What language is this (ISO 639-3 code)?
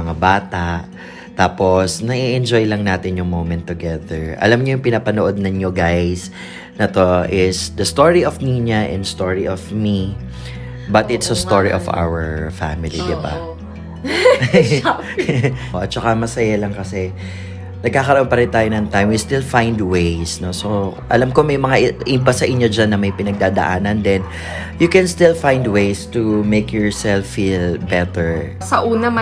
fil